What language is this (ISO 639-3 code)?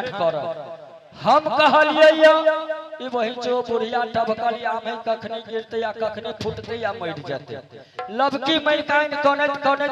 mai